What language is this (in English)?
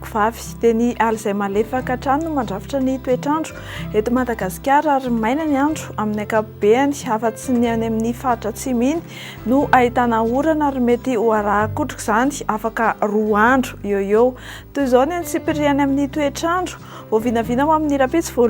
Malagasy